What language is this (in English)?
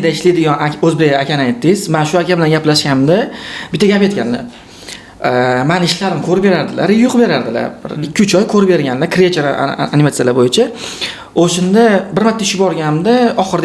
Uzbek